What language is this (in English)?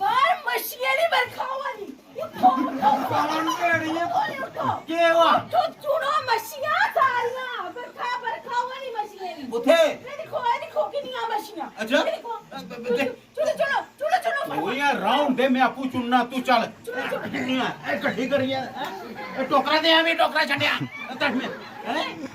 Dogri